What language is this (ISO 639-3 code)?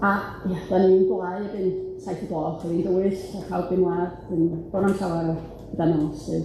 cym